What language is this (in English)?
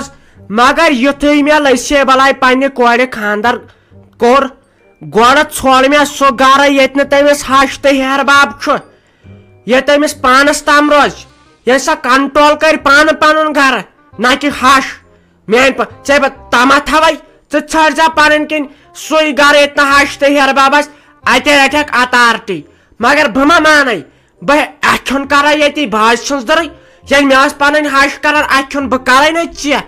Kashmiri